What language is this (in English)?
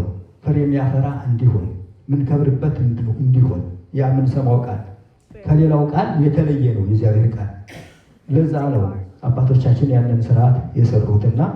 Amharic